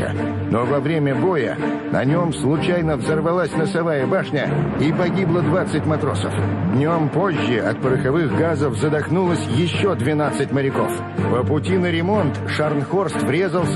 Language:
Russian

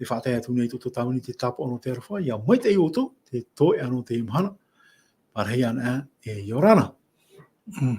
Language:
Tahitian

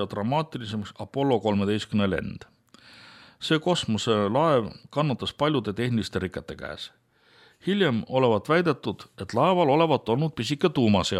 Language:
Estonian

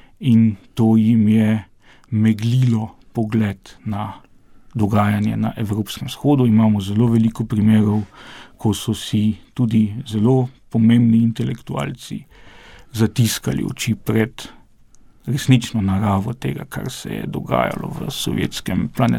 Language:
Slovenian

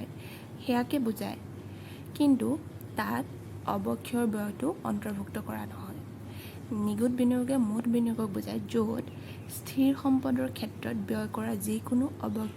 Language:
Assamese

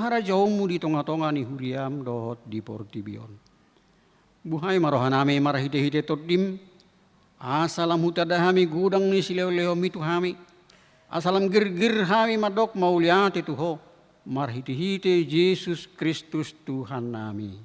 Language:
Batak Toba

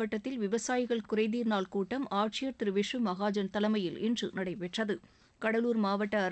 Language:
Tamil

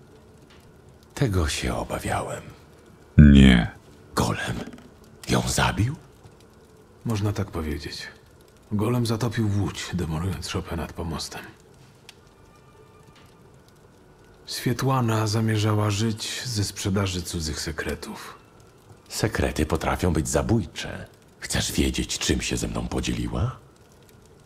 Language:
Polish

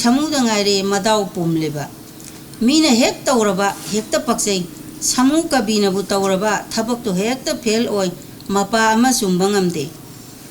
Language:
Manipuri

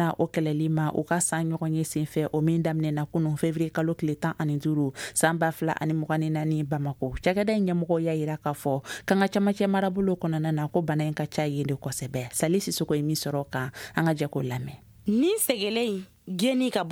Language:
Bambara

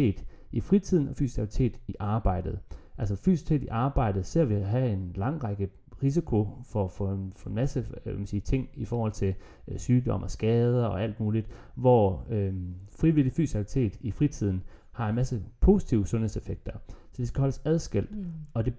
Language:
Danish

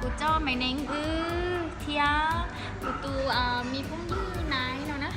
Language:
Hmong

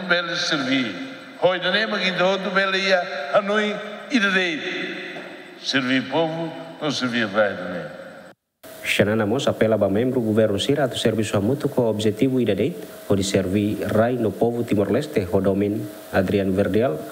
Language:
Tetum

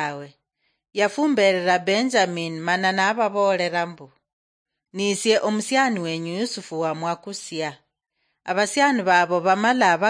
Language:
Luyia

